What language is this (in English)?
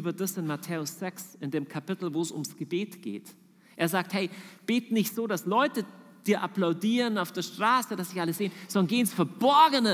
German